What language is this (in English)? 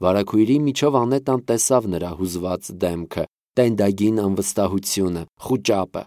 Armenian